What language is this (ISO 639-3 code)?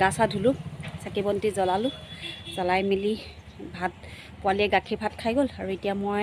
asm